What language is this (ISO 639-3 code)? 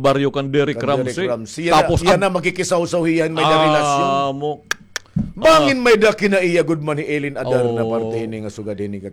war